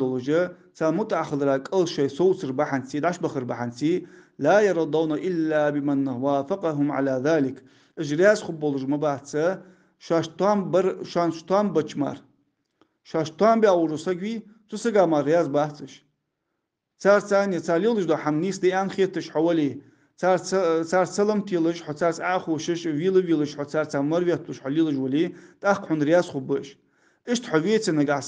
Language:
Ingush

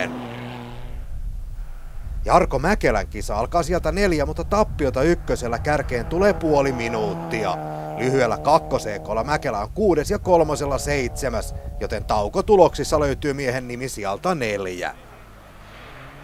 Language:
Finnish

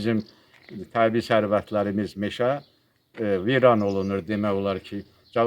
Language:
Azerbaijani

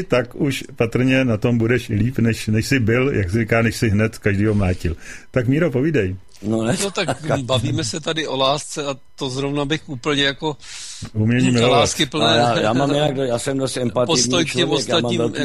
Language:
Czech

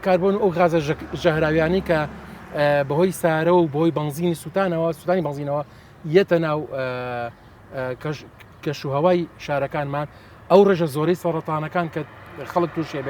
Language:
Central Kurdish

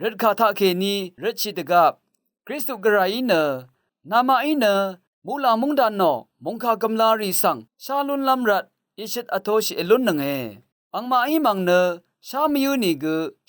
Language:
Rawang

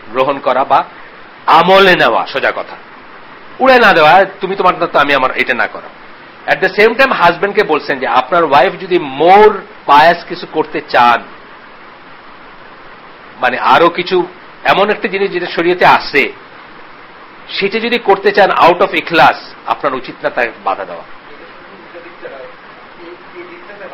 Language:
Bangla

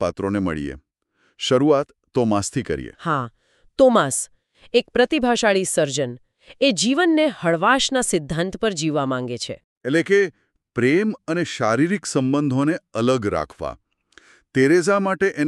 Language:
Gujarati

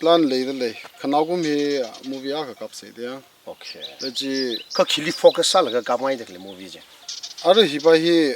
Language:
Tangkhul Naga (India)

